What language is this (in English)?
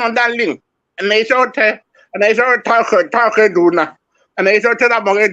Nuer